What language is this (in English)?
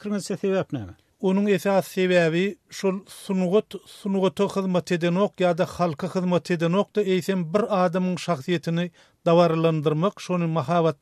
Turkmen